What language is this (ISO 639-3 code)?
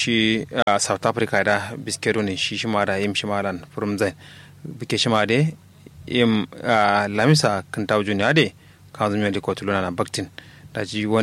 kau